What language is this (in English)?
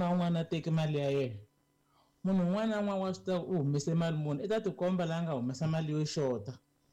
Tsonga